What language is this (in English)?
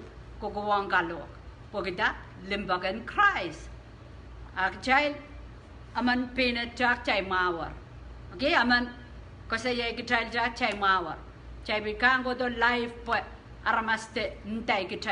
Pohnpeian